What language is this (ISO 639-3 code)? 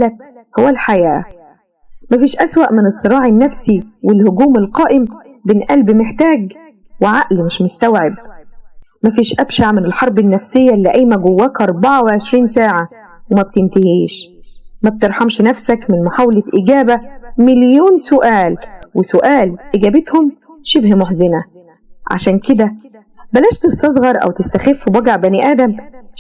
arz